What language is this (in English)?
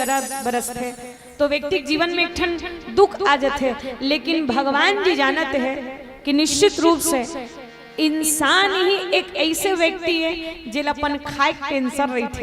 Chhattisgarhi